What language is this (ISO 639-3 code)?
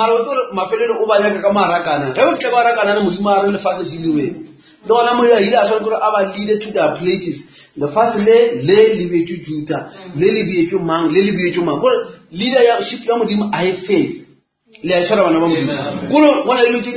nso